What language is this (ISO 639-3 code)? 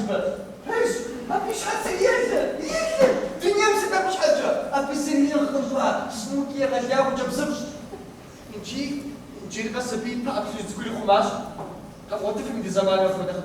kbd